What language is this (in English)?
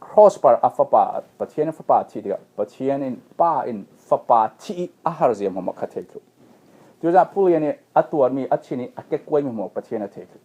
Falam Chin